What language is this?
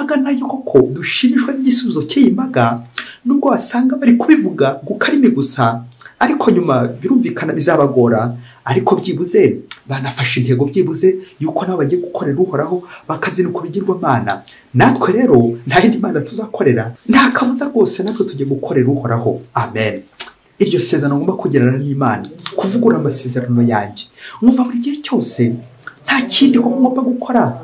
Kinyarwanda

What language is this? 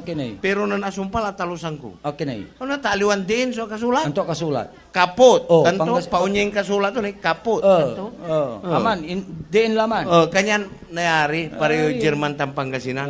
Pangasinan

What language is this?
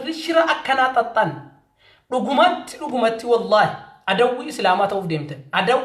Oromo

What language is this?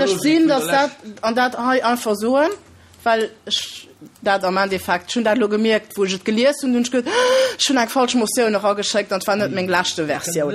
Luxembourgish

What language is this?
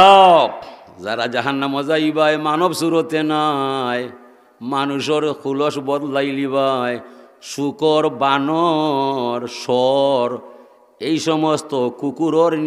Sylheti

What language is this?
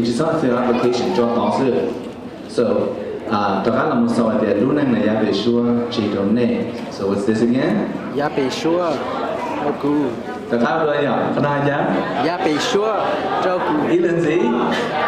Hmong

